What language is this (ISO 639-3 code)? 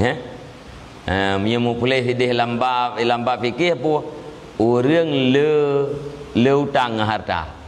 ace